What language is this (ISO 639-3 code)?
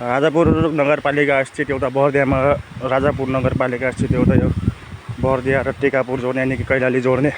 nep